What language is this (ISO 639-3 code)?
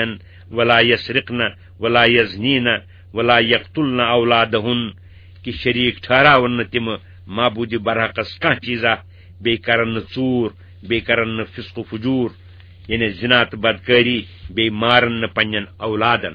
kas